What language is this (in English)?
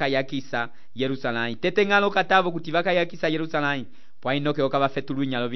Umbundu